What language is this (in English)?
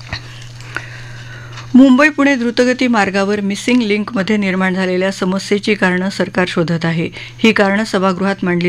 Marathi